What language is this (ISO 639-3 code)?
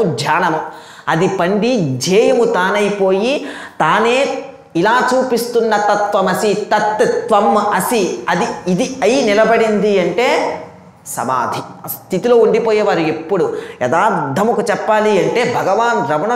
tel